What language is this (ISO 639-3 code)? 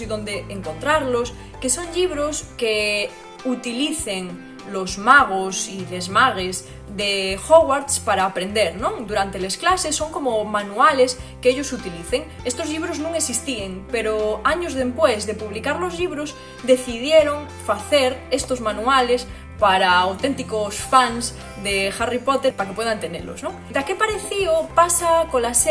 ast